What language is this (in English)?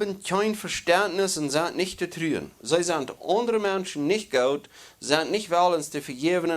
Plautdietsch